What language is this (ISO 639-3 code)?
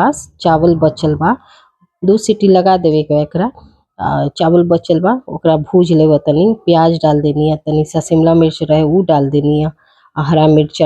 bho